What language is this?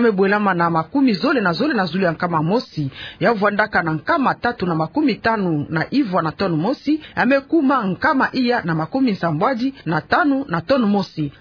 Kituba (Democratic Republic of Congo)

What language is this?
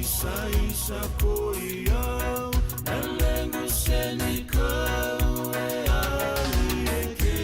Fijian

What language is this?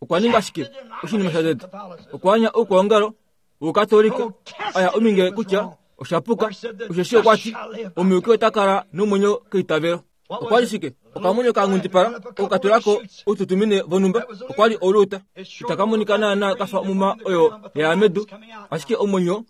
Kuanyama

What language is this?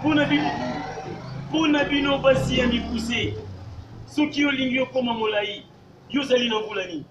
Lingala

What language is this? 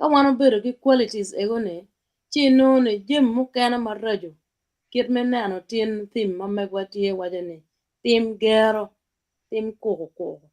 Acoli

